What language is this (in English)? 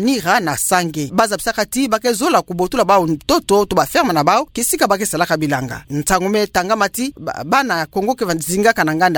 Kituba (Democratic Republic of Congo)